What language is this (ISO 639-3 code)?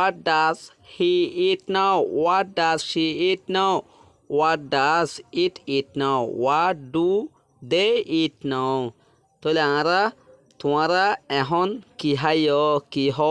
rhg